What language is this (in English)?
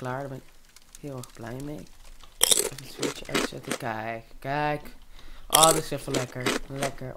Dutch